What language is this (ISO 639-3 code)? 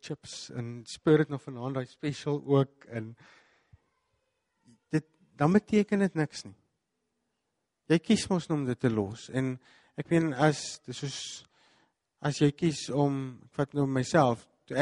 afr